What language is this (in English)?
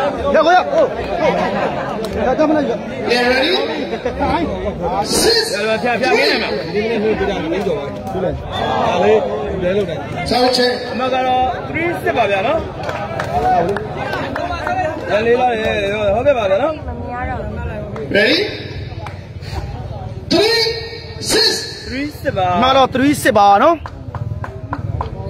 Burmese